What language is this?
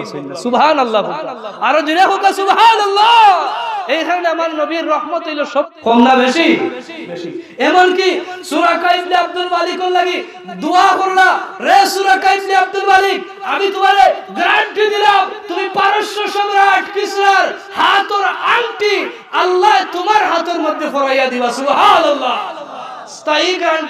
Sylheti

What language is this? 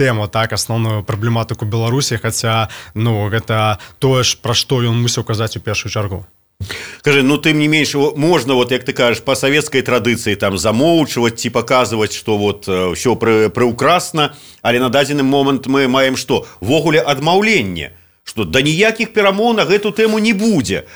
Belarusian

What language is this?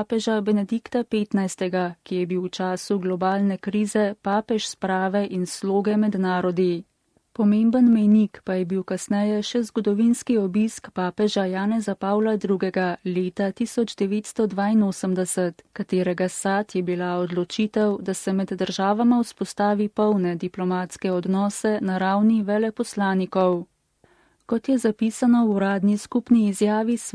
Slovenian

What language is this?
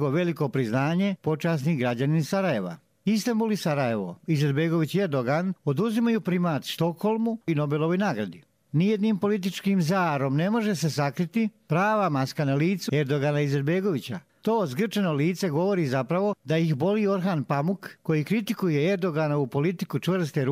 Bosnian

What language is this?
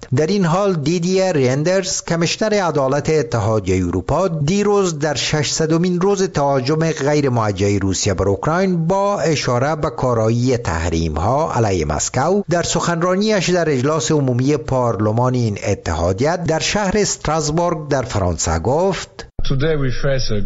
Persian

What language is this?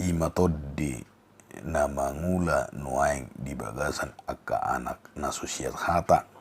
Batak Toba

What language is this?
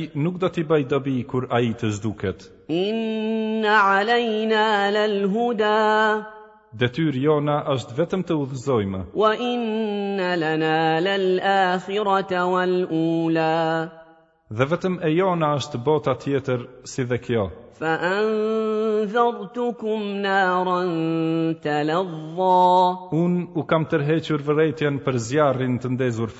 Albanian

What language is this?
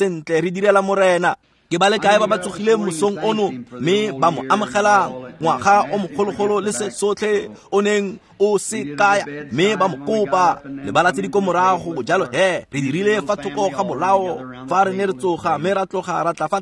Tswana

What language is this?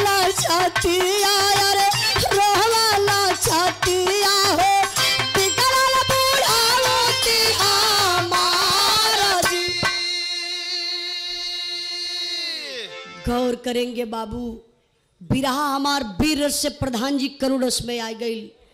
Bhojpuri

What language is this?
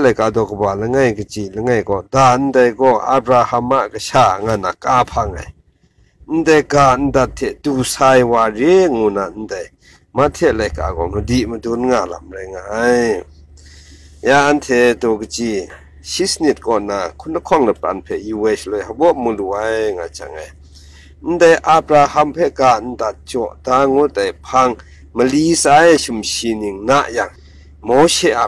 Kachin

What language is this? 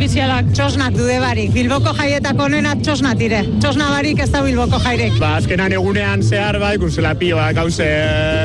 Basque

